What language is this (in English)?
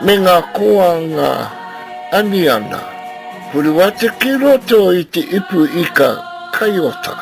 Māori